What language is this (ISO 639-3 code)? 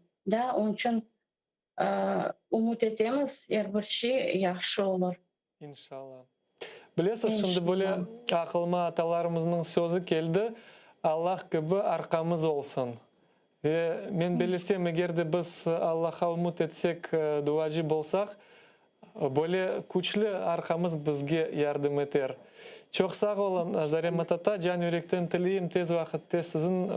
crh